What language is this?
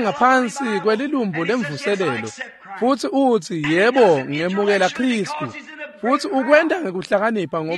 Swati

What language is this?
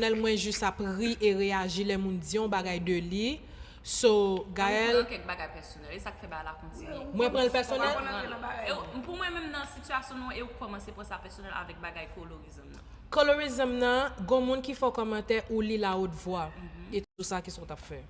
Haitian Creole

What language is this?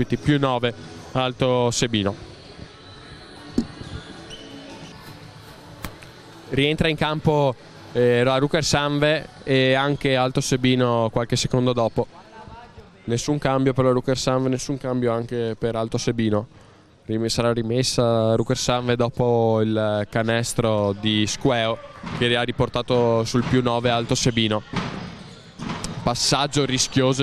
Italian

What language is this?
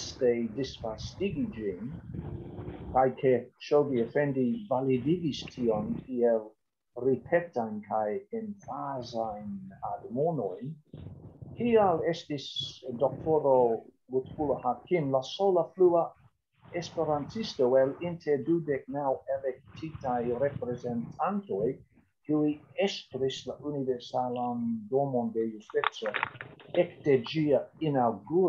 Esperanto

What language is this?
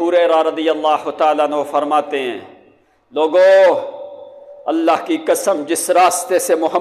Urdu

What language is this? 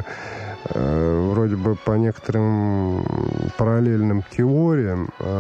Russian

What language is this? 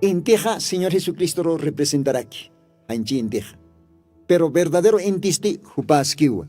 Aymara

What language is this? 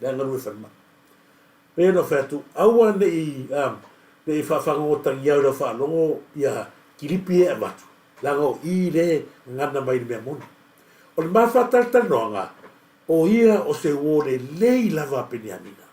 Samoan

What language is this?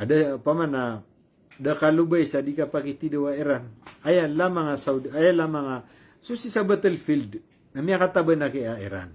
Maranao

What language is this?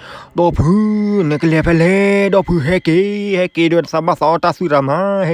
S'gaw Karen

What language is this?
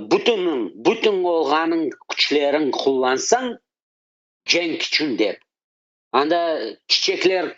Crimean Tatar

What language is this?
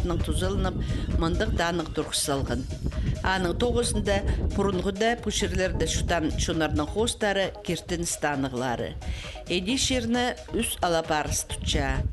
Khakas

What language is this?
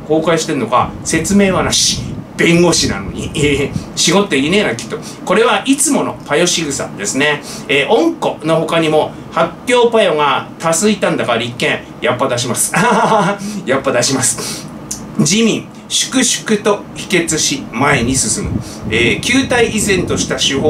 Japanese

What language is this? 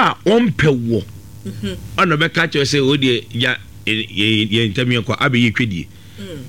Akan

